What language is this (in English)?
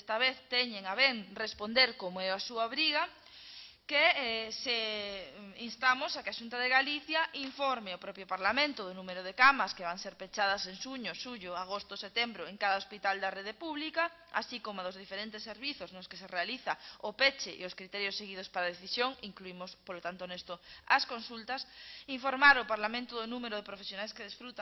Galician